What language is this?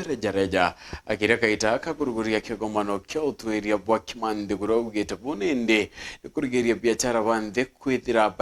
Meru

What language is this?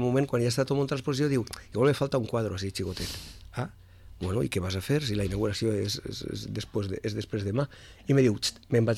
Catalan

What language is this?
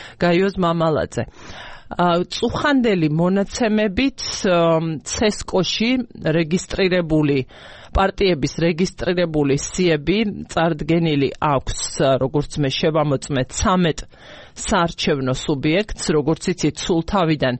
Georgian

